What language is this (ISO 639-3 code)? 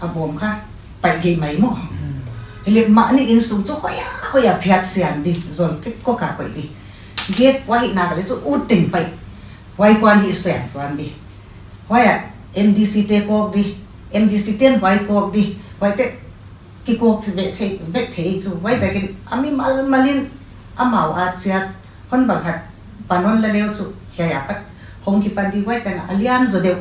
pck